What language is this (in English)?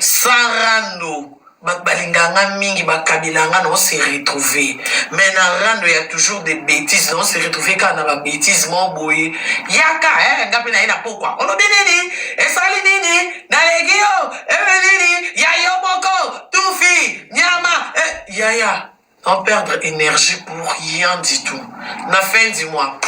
Lingala